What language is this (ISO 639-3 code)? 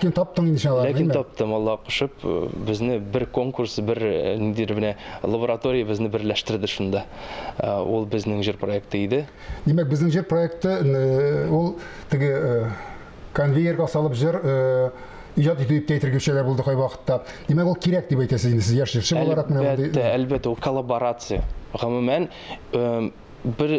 tat